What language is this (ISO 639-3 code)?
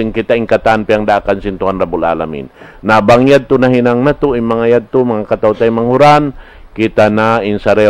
tsg